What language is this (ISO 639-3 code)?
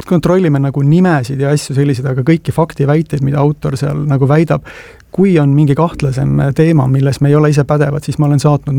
est